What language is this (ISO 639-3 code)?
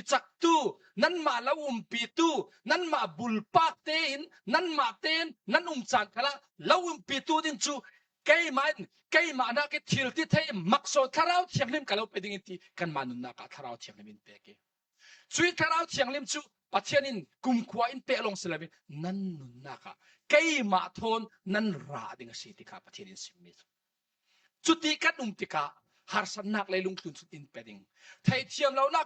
cfm